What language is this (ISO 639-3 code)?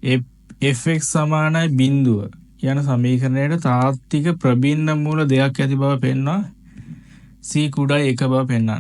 sin